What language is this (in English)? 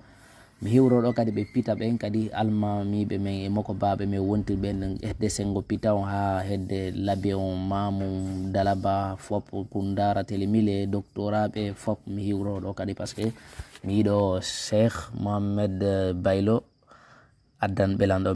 Fula